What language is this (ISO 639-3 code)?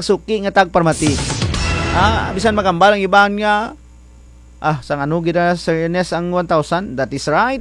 krj